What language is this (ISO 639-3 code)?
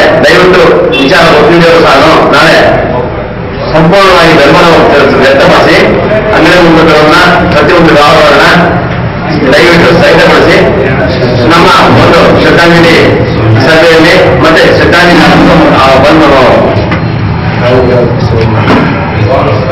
kan